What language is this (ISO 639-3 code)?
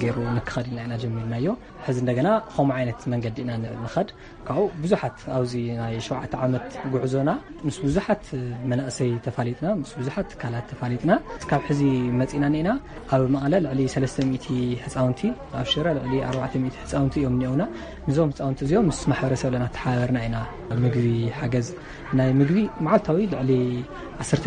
tir